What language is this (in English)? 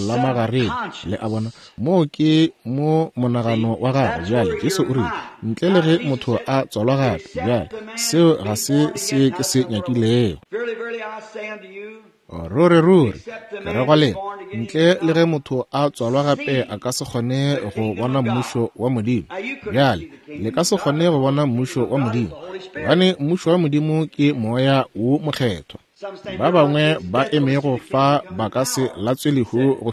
Northern Sotho